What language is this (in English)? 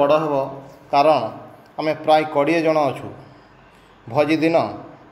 Odia